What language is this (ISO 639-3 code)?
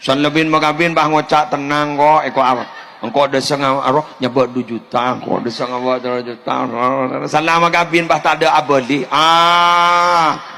mad